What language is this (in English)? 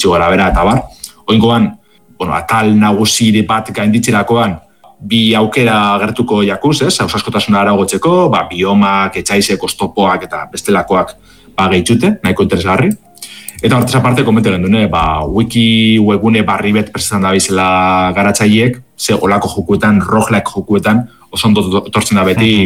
Basque